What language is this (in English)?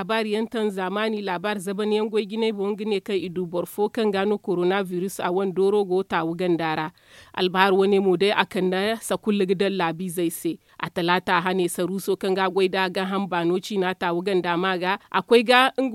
Zarma